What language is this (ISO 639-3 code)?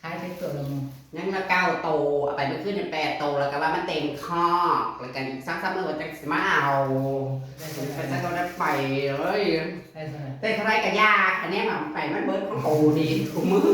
tts